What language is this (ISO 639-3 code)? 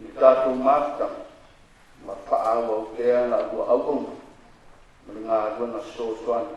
smo